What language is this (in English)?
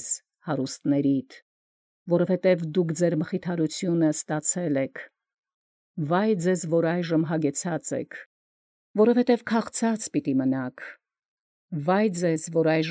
Armenian